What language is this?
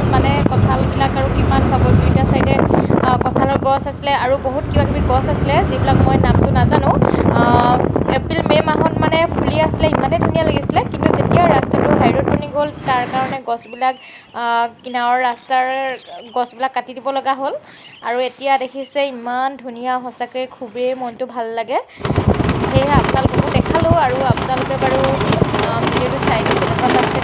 Assamese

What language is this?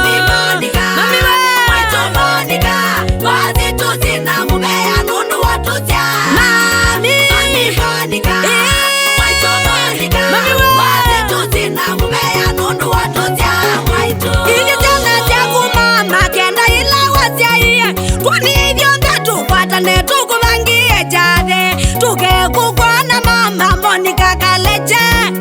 Kamba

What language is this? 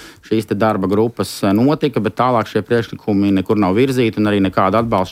Latvian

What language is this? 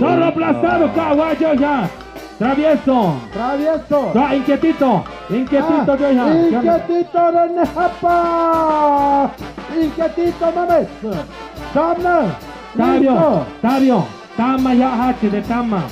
Tlahuitoltepec Mixe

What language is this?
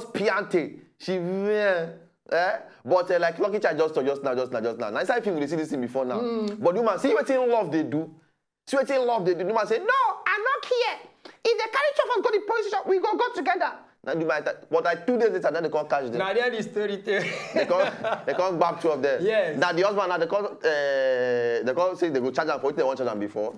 Nigerian Pidgin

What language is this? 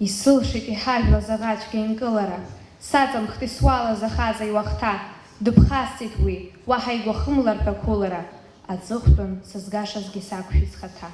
Abkhazian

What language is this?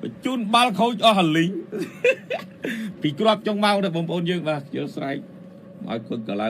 Khmer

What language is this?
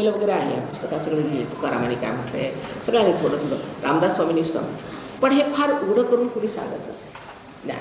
Marathi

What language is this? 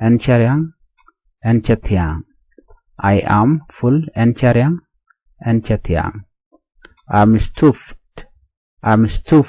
Nuer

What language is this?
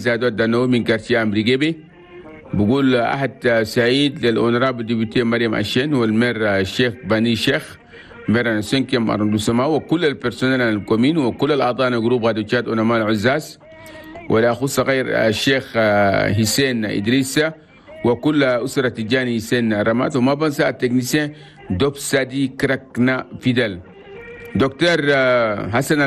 Chadian Arabic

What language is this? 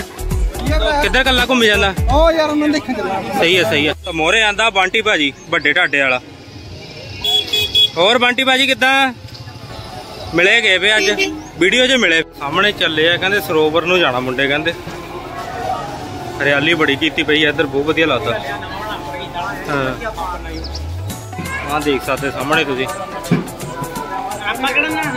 Punjabi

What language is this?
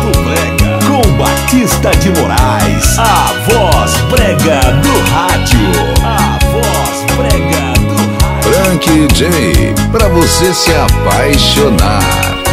Portuguese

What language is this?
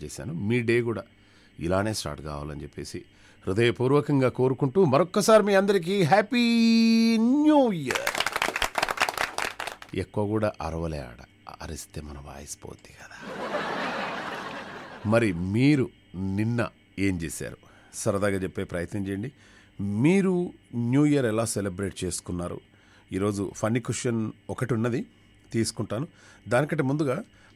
Telugu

